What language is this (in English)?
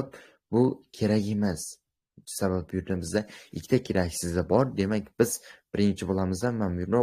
Uzbek